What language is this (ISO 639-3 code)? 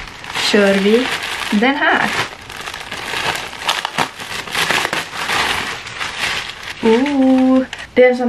swe